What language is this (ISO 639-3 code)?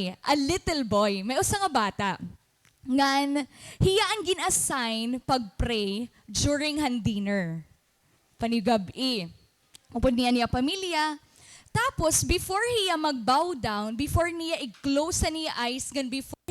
war